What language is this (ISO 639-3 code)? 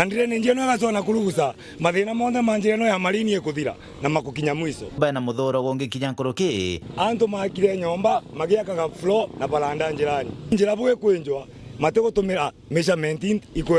mer